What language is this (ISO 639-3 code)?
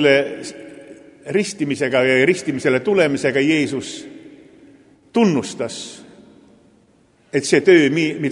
est